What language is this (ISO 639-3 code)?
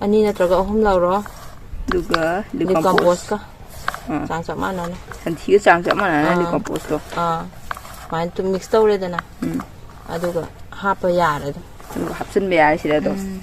mni